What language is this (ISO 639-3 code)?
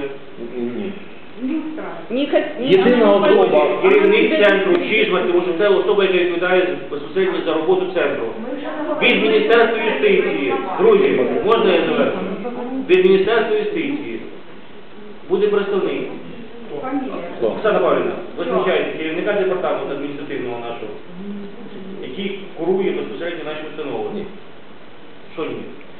ukr